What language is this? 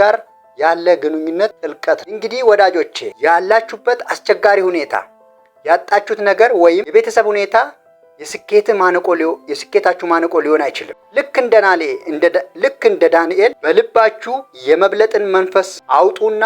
Amharic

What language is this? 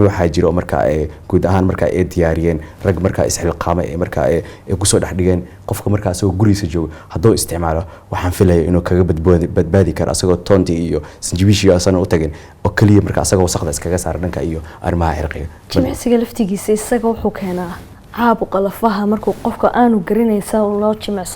Somali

